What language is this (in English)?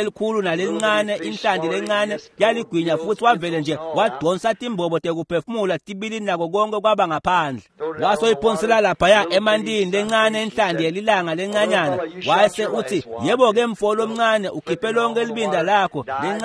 Swati